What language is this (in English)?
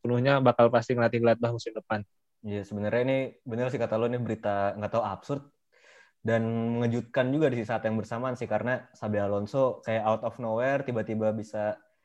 Indonesian